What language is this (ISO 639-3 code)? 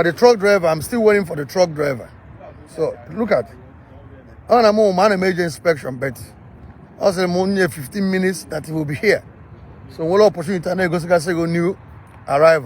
ibo